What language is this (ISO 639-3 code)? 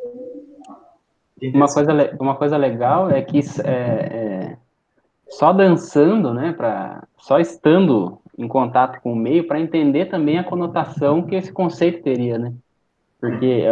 por